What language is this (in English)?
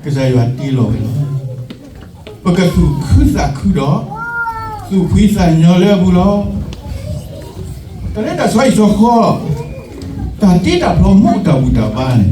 S'gaw Karen